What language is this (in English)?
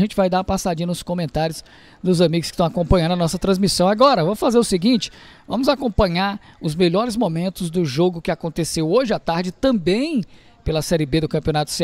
Portuguese